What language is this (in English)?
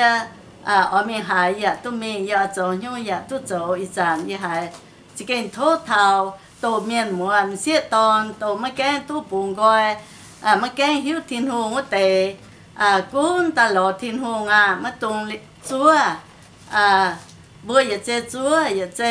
Iu Mien